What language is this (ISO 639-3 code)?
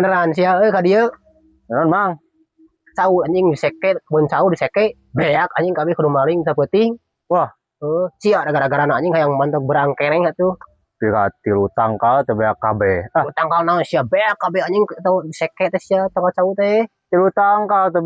sun